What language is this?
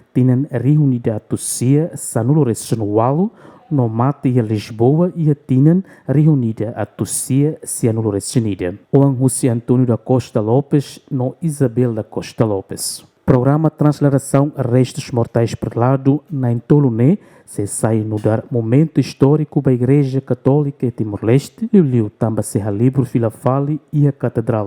Tetum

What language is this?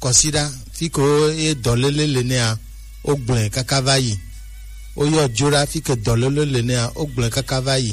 Gen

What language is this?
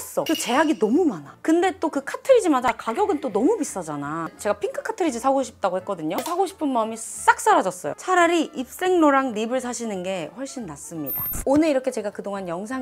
Korean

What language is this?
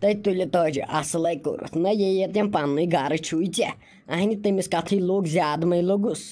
Kashmiri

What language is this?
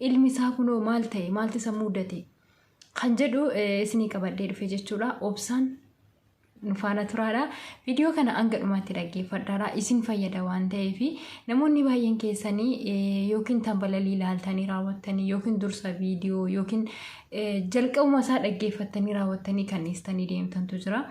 Oromo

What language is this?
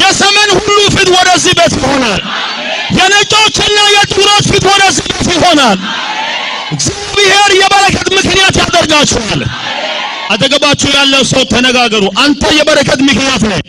Amharic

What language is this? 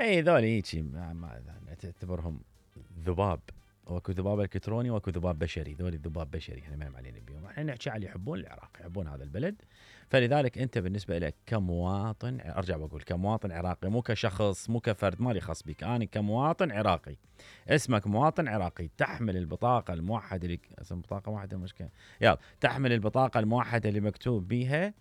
Mesopotamian Arabic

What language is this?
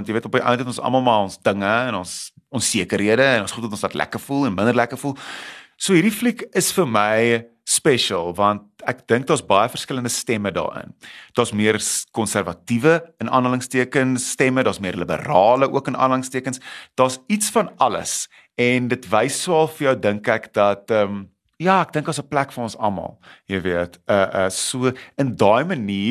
Afrikaans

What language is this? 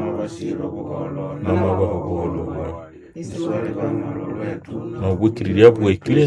Nande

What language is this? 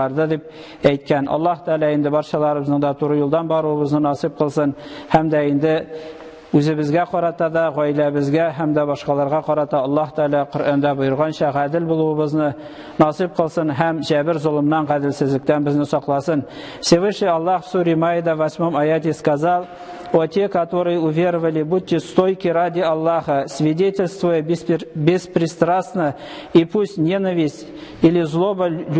Tatar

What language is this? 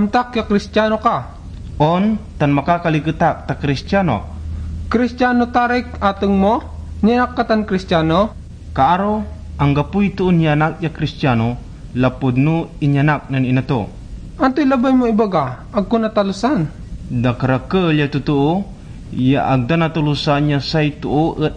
Pangasinan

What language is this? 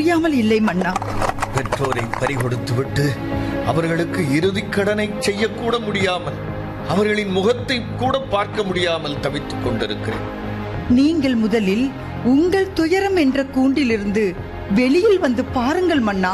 Tamil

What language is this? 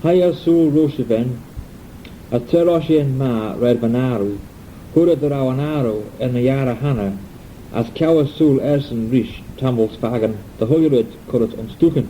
Manx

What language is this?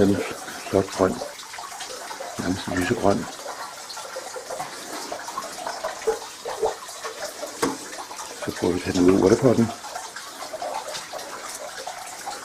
Danish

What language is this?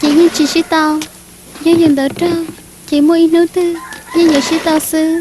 Hmong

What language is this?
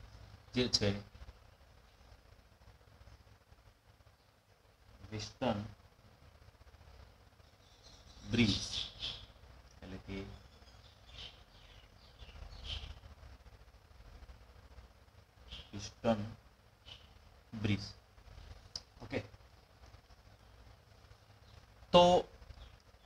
Gujarati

